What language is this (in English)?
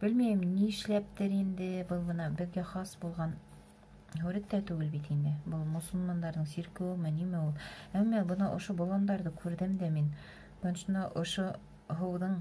Bashkir